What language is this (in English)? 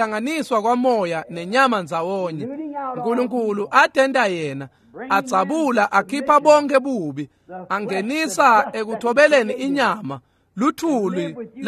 Swati